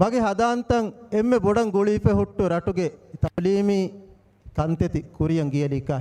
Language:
Divehi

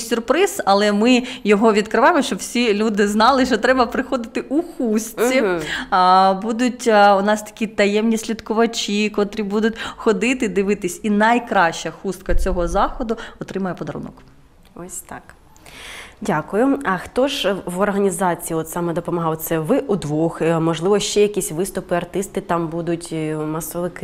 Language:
Ukrainian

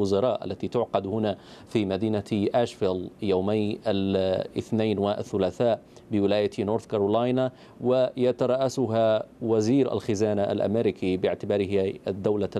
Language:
Arabic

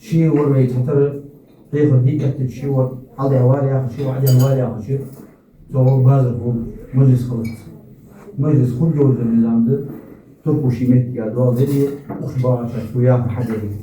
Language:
Ingush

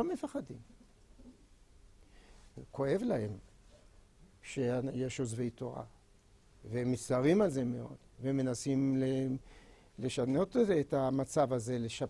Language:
Hebrew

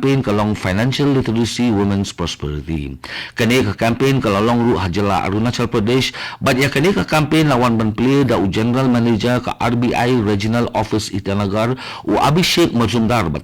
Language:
Khasi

